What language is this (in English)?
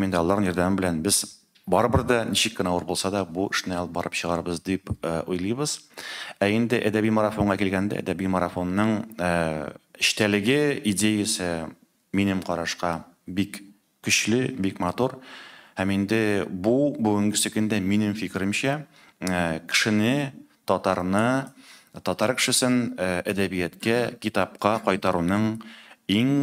Tatar